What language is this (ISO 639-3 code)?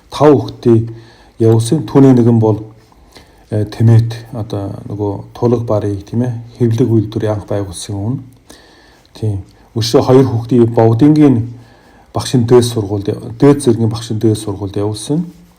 mon